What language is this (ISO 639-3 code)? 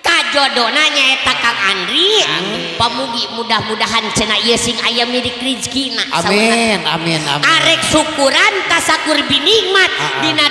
sun